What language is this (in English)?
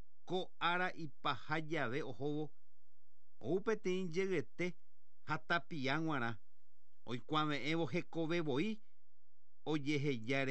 Guarani